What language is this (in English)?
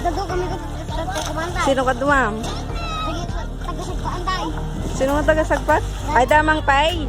Iloko